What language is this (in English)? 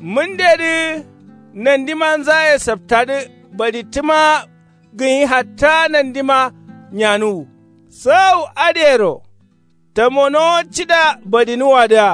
Kanuri